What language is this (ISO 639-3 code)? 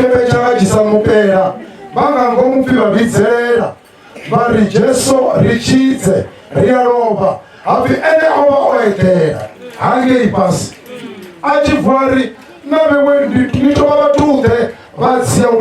ven